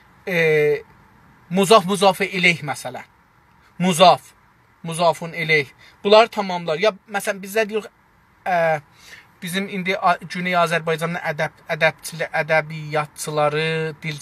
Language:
South Azerbaijani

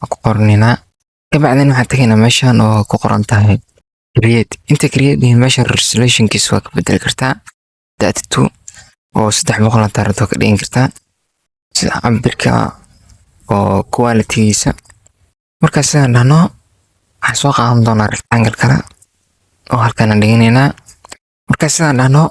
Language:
Somali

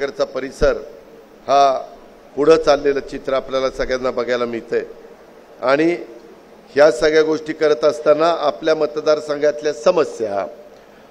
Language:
Marathi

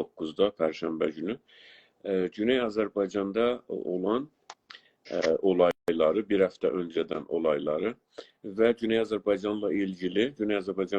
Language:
South Azerbaijani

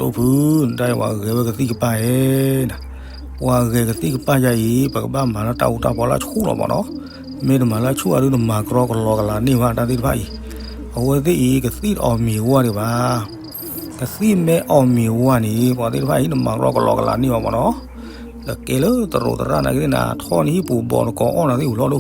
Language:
S'gaw Karen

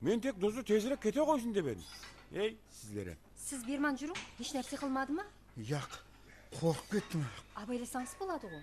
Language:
Kara-Kalpak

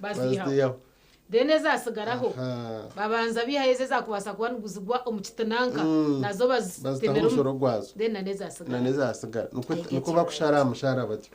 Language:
Nyankole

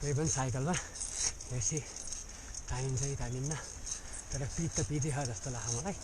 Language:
Nepali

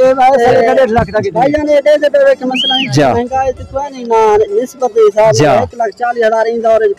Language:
Saraiki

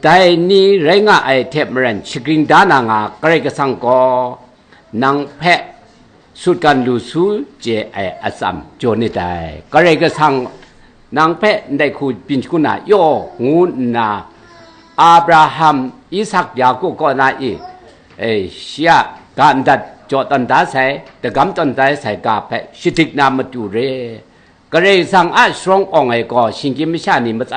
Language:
Kachin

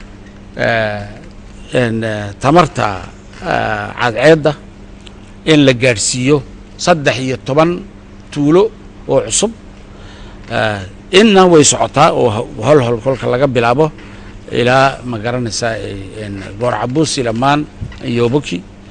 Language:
Somali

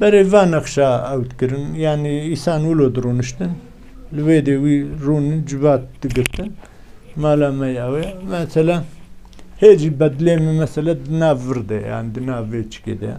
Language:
Kurdish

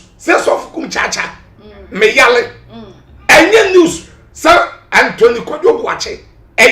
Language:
Akan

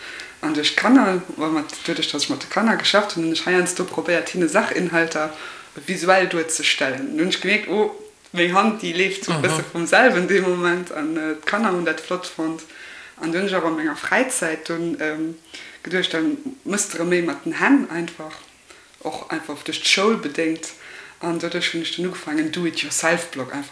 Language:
Luxembourgish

